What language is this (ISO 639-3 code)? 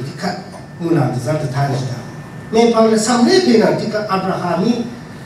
raw